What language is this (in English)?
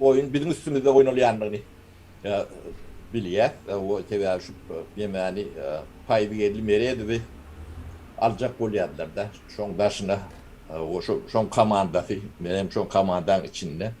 Turkmen